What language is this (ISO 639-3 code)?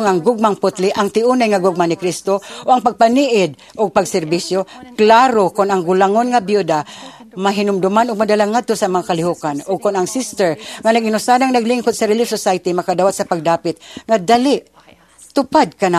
ceb